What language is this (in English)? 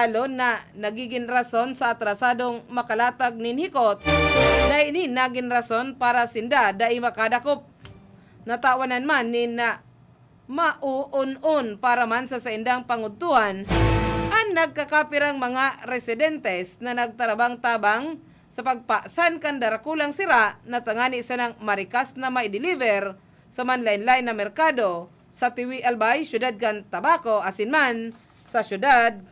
Bikol